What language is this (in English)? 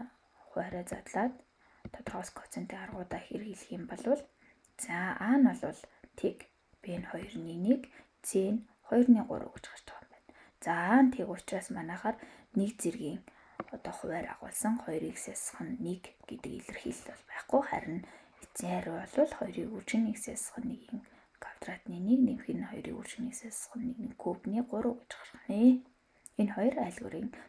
Mongolian